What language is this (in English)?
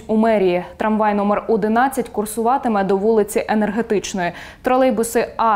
Ukrainian